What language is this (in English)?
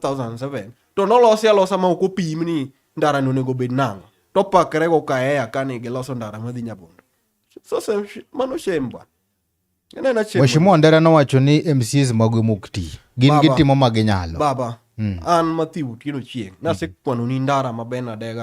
Luo (Kenya and Tanzania)